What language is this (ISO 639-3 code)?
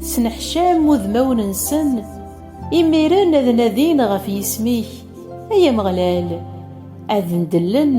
kab